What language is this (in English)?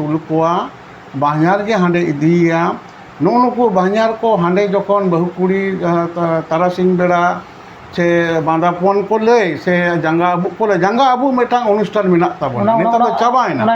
Santali